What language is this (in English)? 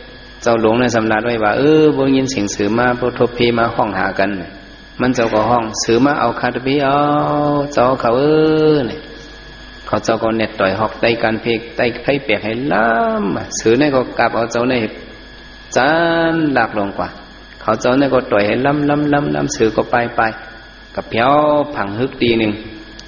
Shan